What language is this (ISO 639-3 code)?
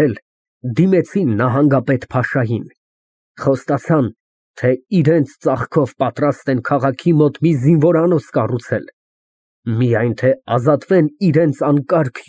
hye